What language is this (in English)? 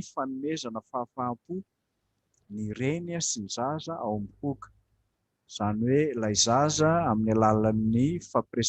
Malagasy